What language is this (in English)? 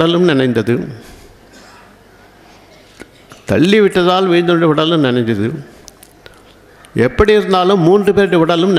Tamil